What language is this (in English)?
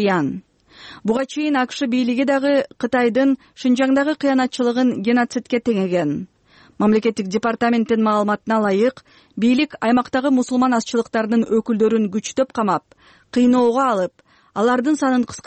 Kyrgyz